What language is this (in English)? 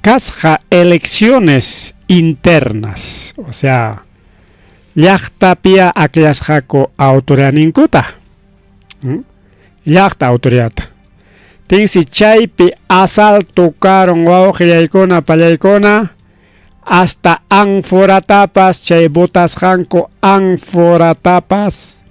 Ayacucho Quechua